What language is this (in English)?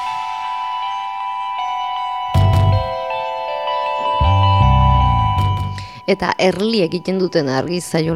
Basque